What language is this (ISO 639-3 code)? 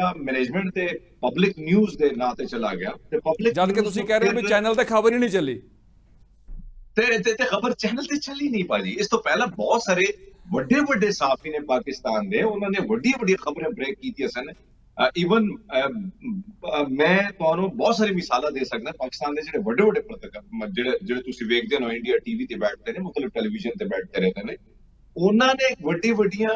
pan